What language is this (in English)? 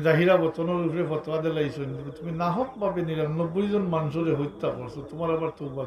Sylheti